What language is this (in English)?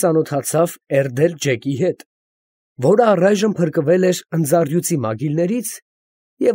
Armenian